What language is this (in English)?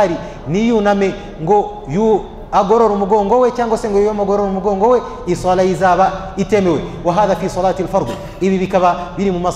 Kinyarwanda